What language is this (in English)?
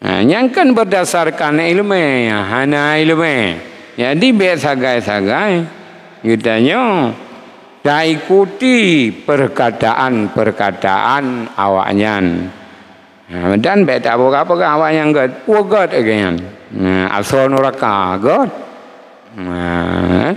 Achinese